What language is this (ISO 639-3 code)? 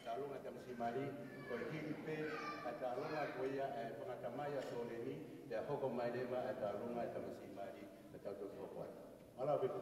ton